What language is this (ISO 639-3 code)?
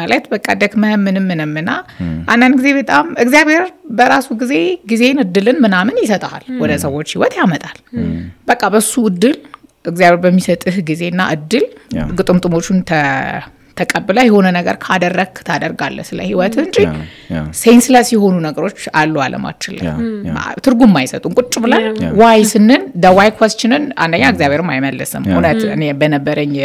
amh